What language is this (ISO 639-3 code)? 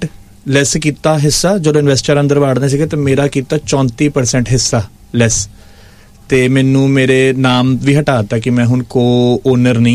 pan